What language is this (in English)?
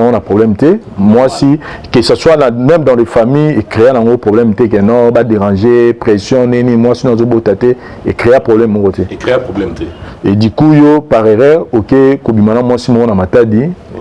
Lingala